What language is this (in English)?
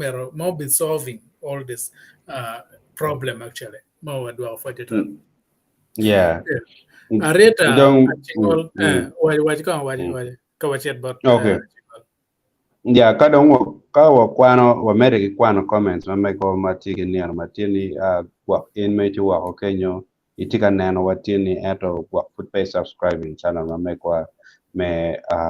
Acoli